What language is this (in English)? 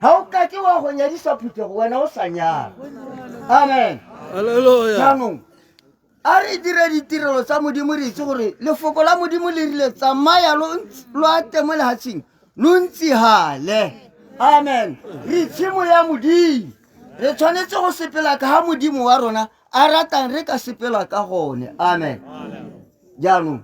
Tswana